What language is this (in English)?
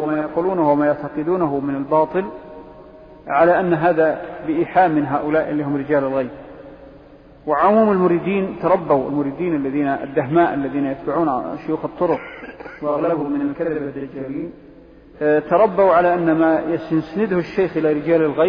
Arabic